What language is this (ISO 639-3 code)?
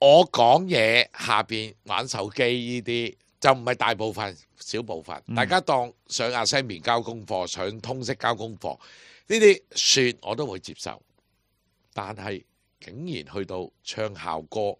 yue